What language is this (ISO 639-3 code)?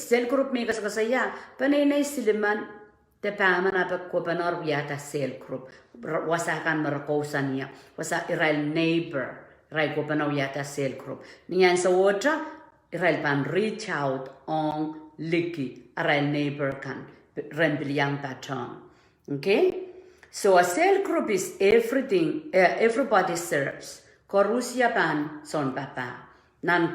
pon